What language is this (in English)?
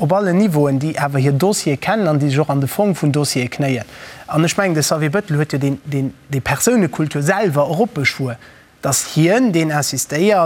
Luxembourgish